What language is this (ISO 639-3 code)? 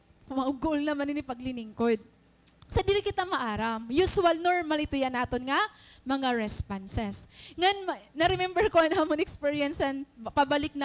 war